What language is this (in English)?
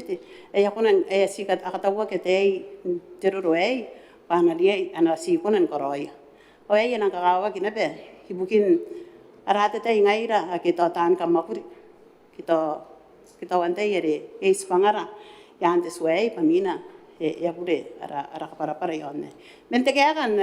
Gilbertese